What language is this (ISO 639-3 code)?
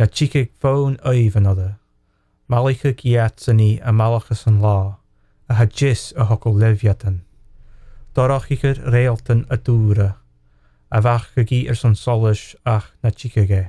gla